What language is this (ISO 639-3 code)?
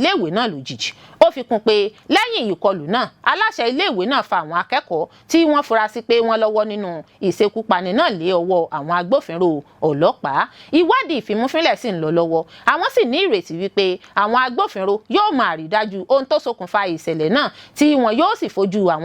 yor